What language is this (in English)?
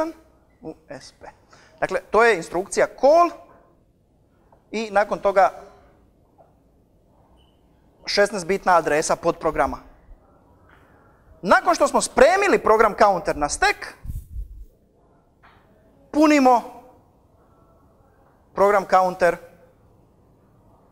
Croatian